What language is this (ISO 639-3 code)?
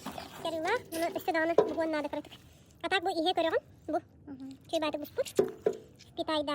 sah